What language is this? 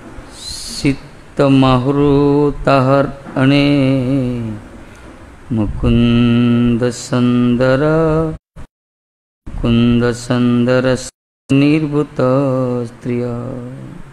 Odia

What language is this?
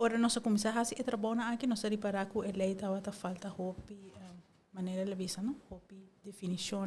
Papiamento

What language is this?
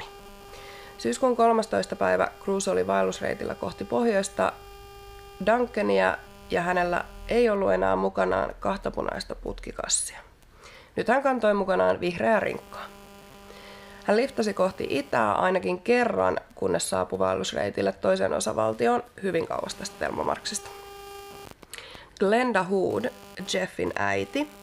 Finnish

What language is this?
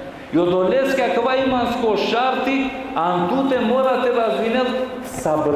Balkan Romani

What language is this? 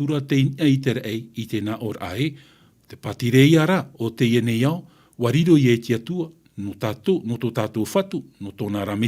Tahitian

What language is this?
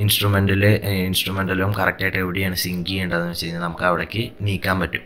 Malayalam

